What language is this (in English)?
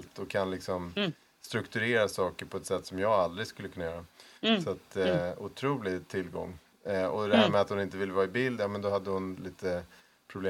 Swedish